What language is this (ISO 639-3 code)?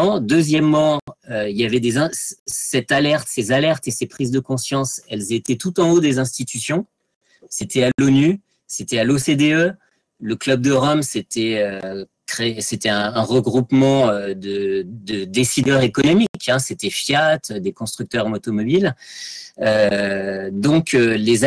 fra